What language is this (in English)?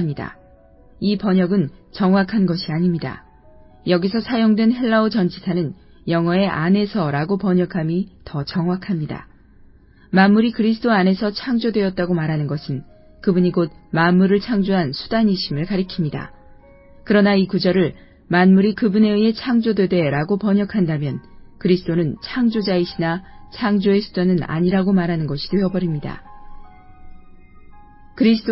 Korean